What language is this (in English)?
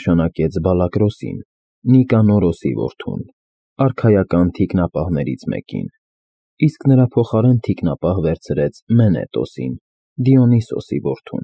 Armenian